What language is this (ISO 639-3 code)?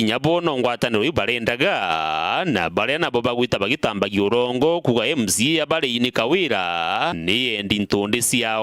mer